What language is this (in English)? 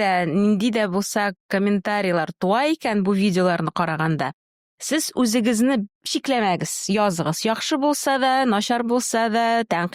Tatar